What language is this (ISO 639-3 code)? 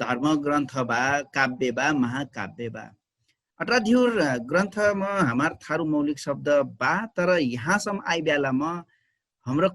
thl